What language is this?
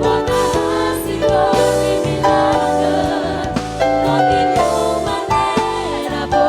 Papiamento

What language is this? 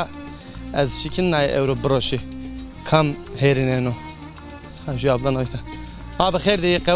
Zaza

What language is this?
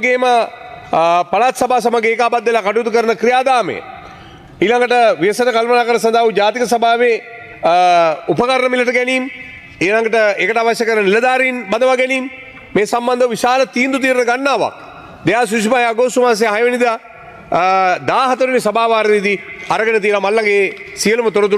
Sinhala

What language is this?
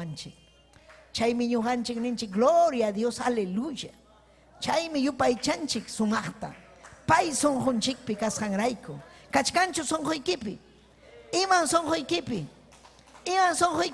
Ayacucho Quechua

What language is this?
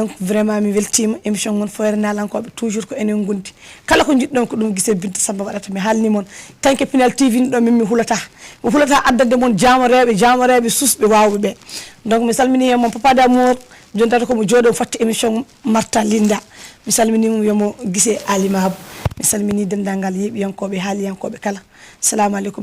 Fula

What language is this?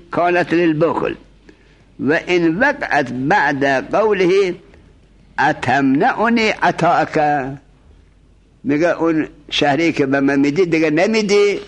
Persian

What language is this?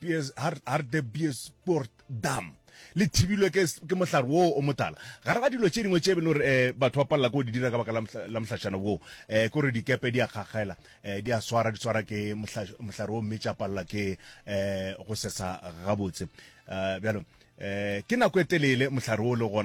Northern Sotho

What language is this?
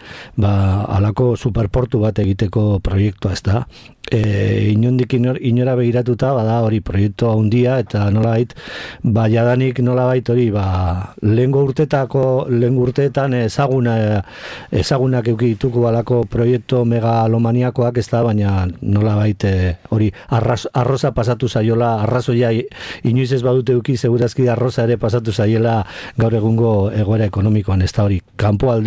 Basque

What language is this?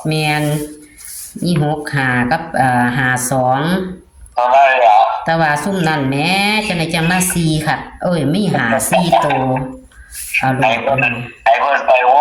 Northeastern Thai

